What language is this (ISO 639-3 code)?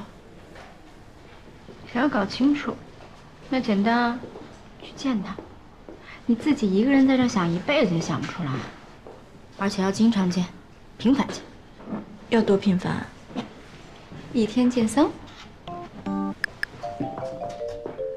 zho